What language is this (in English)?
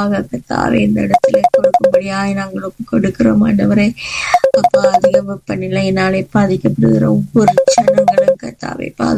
Tamil